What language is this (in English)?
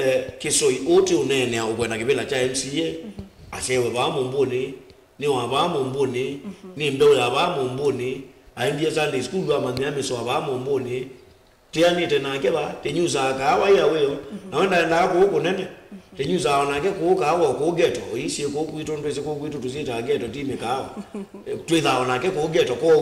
Kamba